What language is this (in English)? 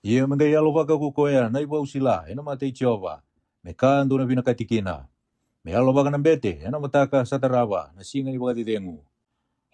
Fijian